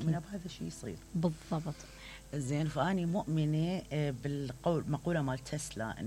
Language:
Mesopotamian Arabic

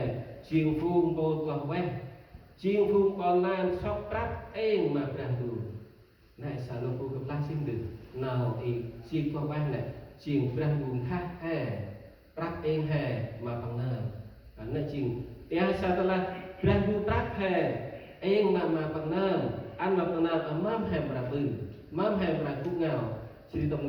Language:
Central Mnong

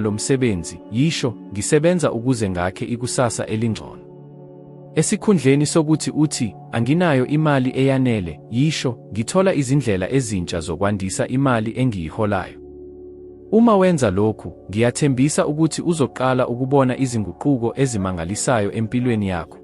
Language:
Zulu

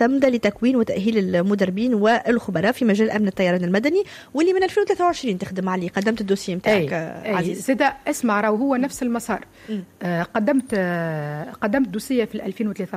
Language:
Tunisian Arabic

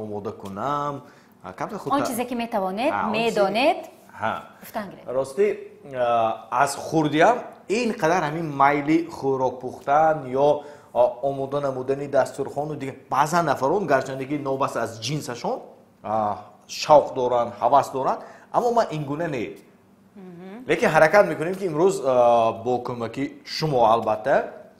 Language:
Tajik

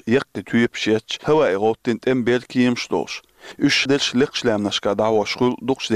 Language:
Chechen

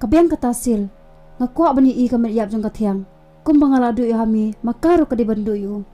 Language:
Khasi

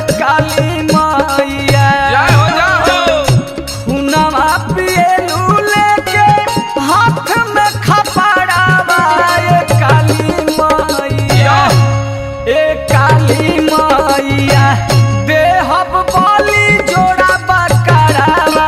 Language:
Bhojpuri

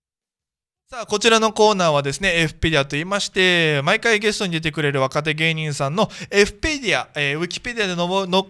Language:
Japanese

